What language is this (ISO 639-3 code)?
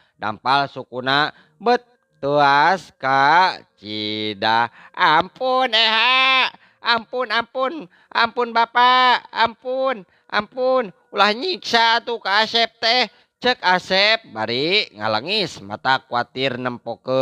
sun